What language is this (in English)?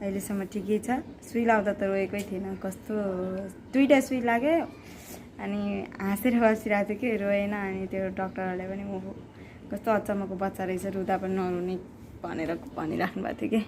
Nepali